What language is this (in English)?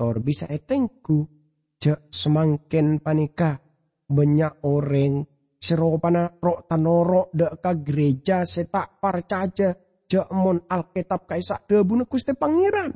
Madurese